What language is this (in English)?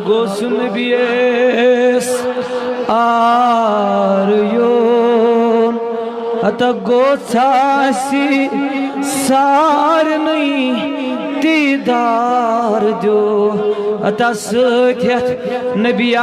Kashmiri